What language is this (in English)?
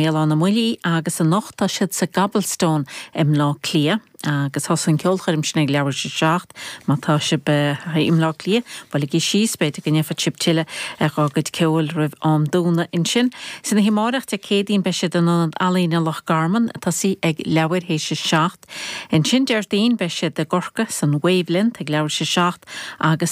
Irish